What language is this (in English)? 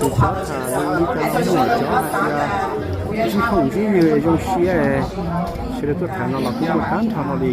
Hmong